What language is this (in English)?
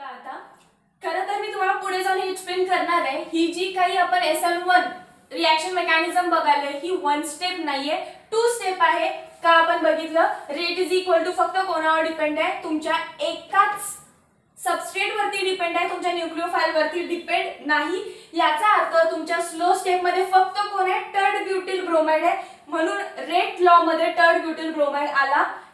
Marathi